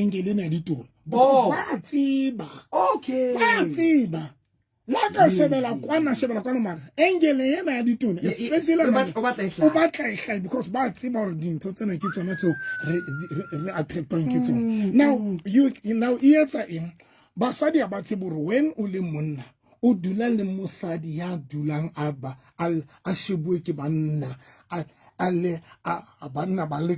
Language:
Southern Sotho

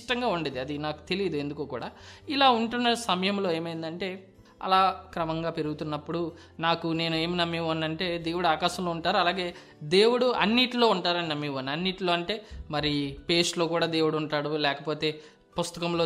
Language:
Telugu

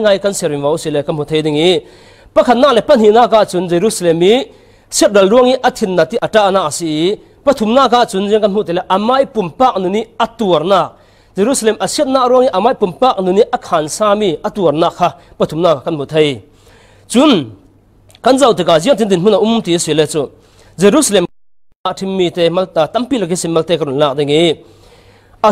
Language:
Falam Chin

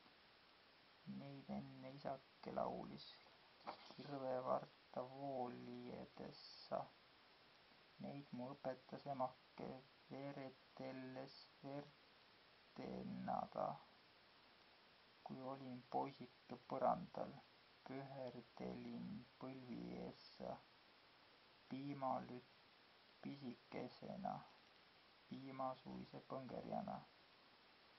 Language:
Estonian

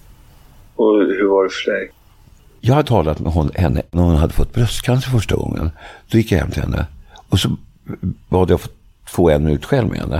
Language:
Swedish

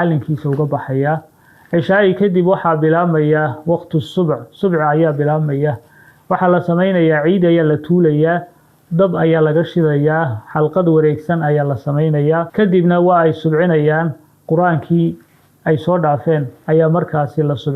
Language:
Somali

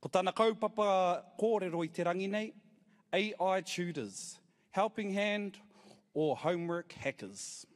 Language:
Māori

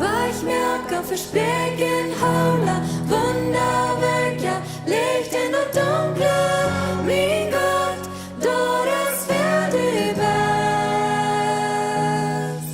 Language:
Plautdietsch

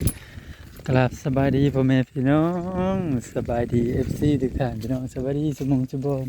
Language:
Northeastern Thai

